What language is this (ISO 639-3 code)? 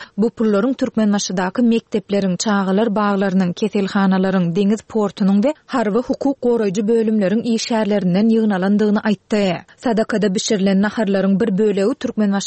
tuk